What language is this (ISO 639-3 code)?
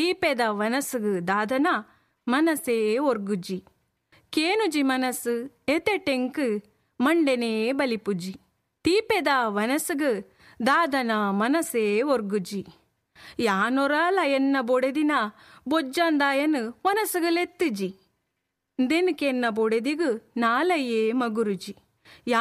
tcy